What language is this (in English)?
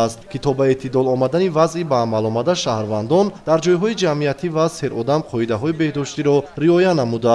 Tajik